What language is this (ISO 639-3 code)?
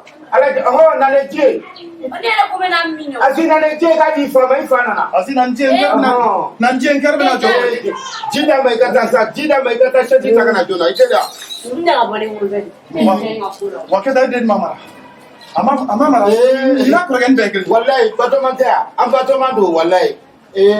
bam